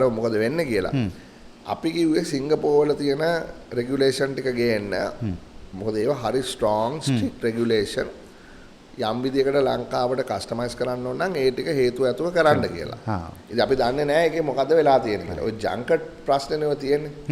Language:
Sinhala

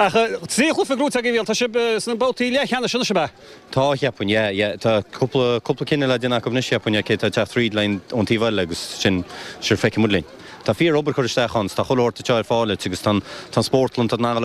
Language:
Irish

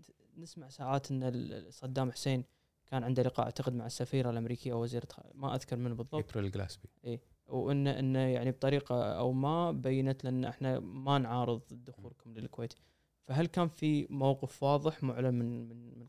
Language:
Gulf Arabic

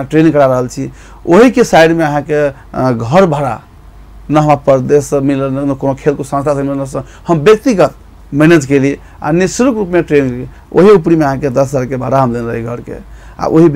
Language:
Maithili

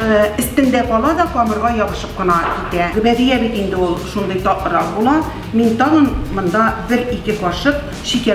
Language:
Tatar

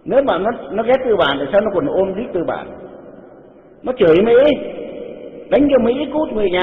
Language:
Vietnamese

